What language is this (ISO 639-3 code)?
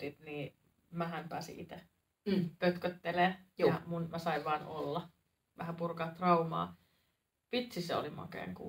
fin